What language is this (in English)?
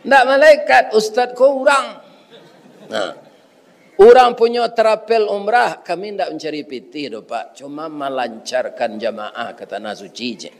Minangkabau